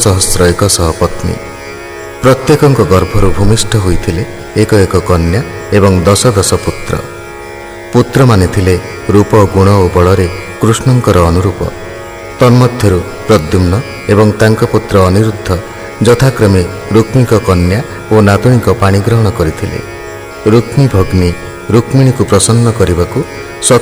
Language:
Odia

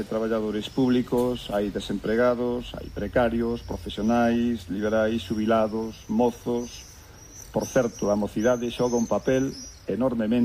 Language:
Galician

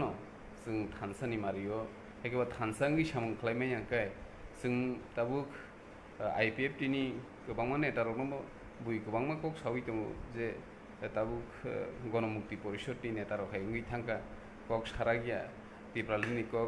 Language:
Kok Borok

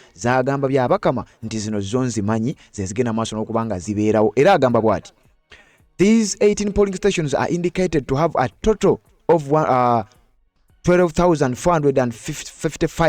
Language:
Ganda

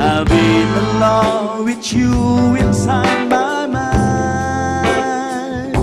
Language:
Banjar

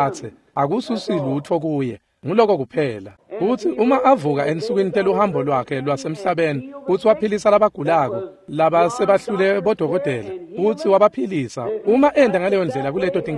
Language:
Swati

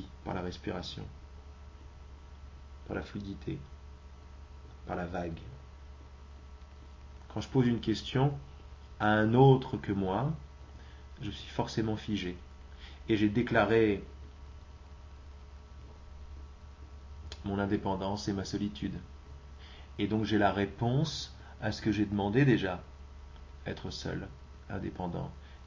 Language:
French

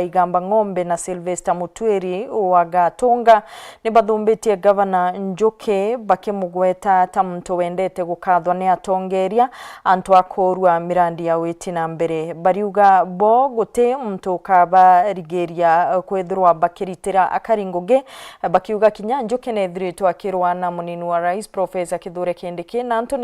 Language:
Meru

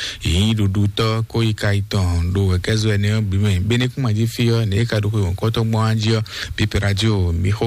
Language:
Fon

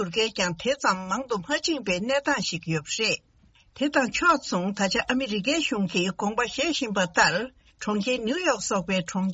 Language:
Tibetan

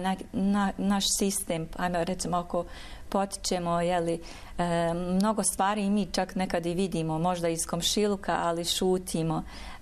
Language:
Bosnian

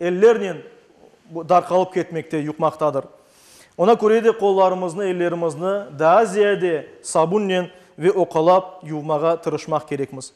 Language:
Crimean Tatar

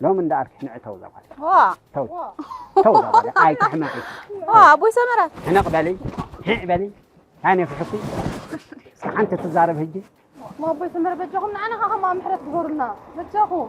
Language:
Tigrinya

